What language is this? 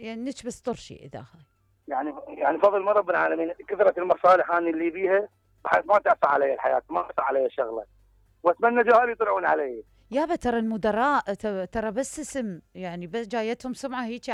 Mesopotamian Arabic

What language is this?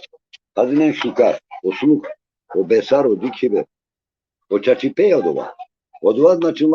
Balkan Romani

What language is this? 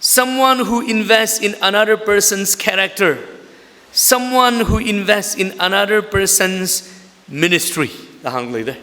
Tangkhul Naga (India)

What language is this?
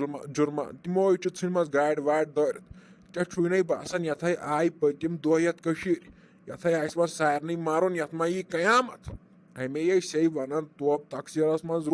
Kashmiri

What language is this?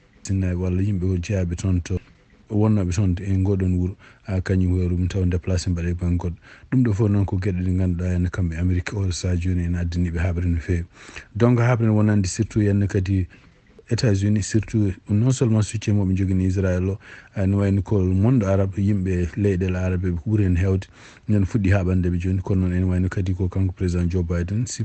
Fula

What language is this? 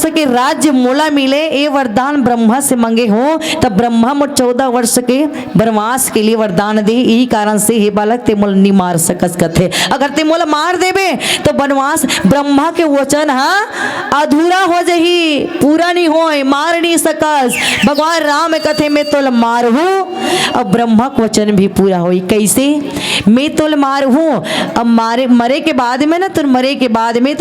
Chhattisgarhi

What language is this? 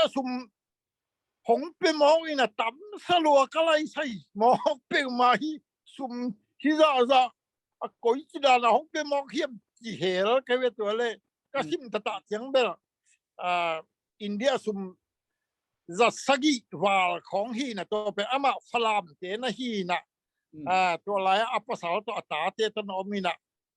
Tedim Chin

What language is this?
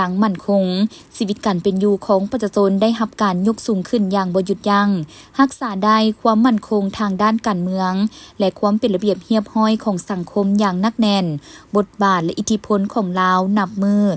Lao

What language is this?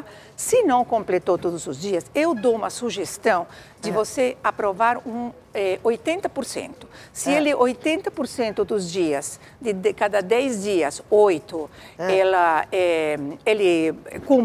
Portuguese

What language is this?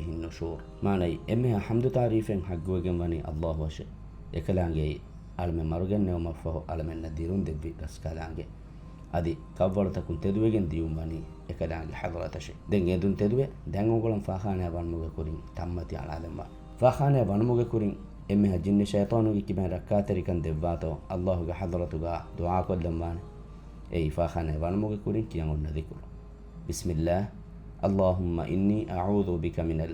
Divehi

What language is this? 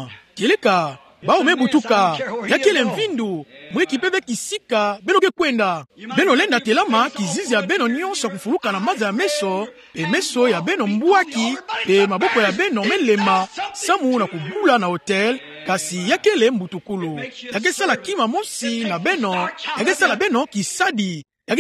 Kituba (Democratic Republic of Congo)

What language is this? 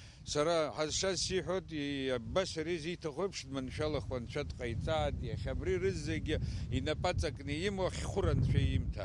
Abkhazian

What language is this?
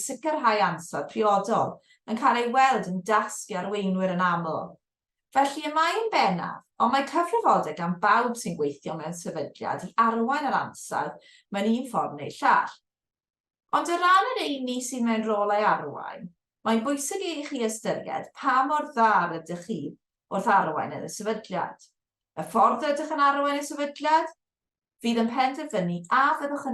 Welsh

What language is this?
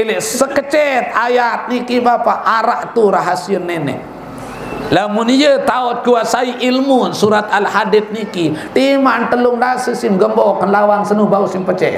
Sasak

